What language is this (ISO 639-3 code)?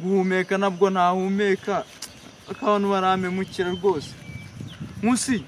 kin